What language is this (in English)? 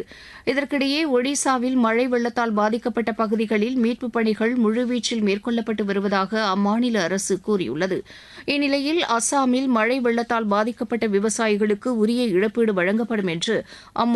Tamil